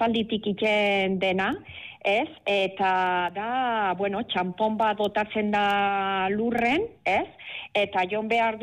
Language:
Basque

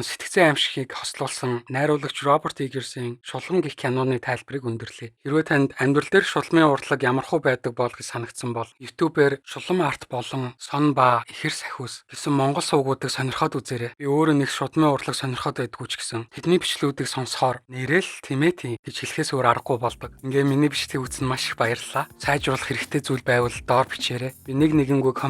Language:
Mongolian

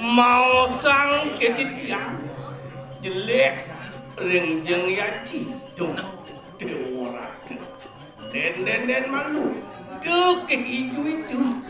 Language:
Balinese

